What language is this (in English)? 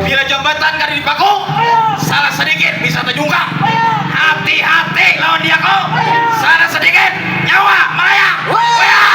Banjar